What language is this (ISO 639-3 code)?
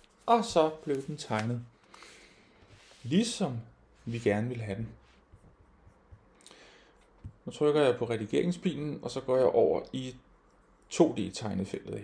dan